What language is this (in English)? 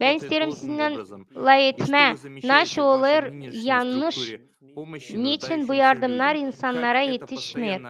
Gagauz